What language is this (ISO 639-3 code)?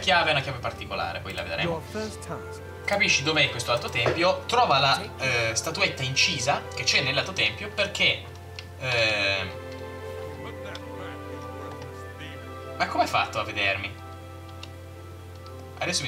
ita